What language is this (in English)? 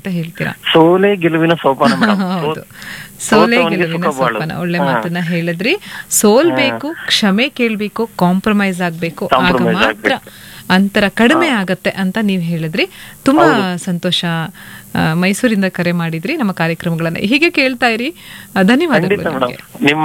Kannada